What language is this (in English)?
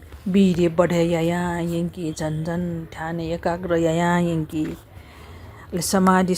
Newari